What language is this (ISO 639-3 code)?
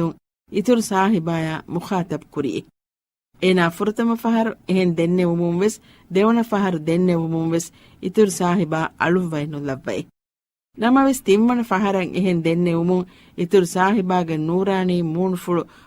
div